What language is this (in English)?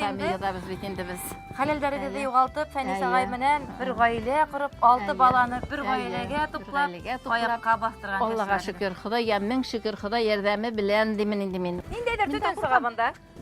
Bashkir